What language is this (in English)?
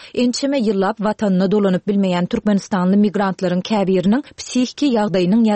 Turkmen